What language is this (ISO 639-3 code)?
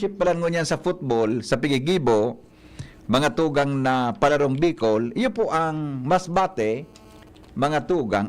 bik